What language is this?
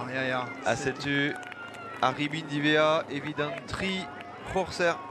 Breton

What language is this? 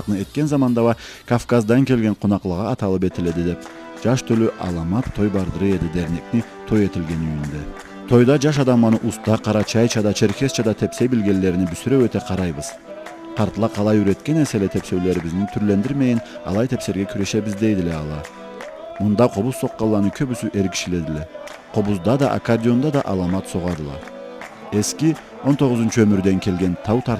Karachay-Balkar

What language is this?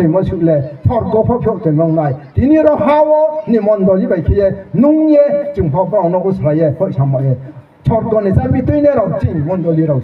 Riang (India)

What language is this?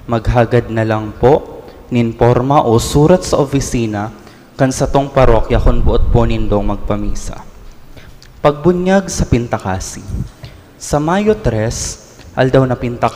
Bikol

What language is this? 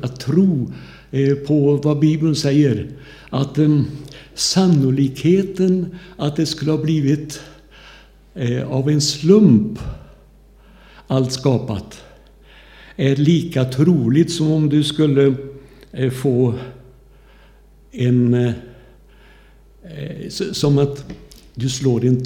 Swedish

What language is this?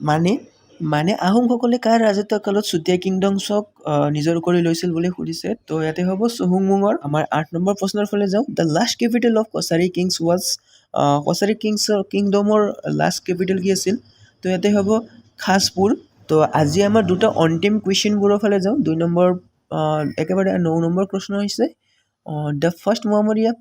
Assamese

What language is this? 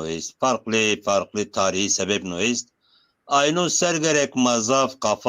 Zaza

